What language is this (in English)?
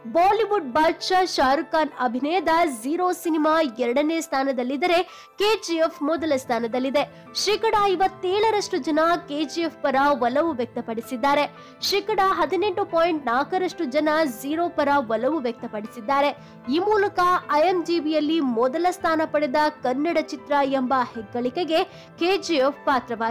Kannada